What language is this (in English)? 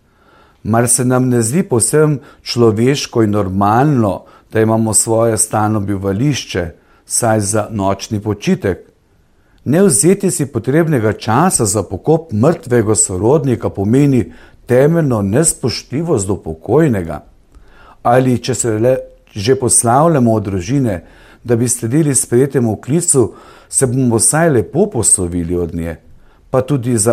Slovenian